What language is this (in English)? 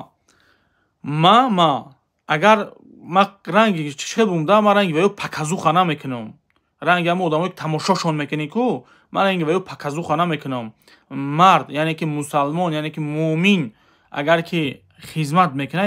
Tajik